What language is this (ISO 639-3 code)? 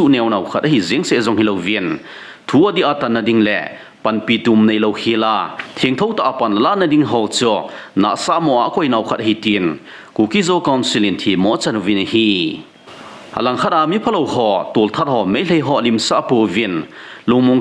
tcz